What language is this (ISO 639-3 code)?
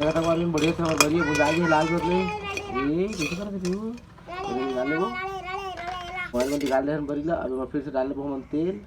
hne